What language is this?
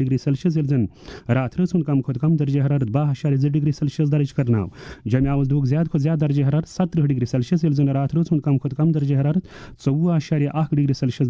Kashmiri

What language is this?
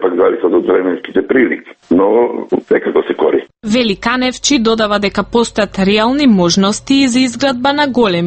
Macedonian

